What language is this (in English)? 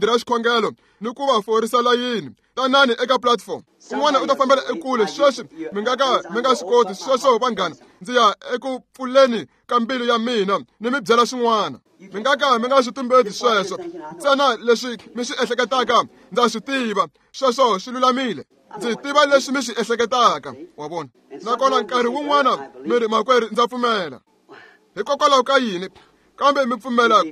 Tsonga